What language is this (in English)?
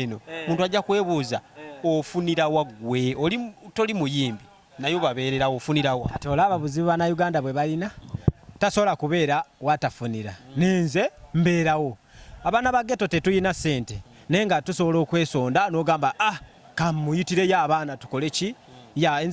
Ganda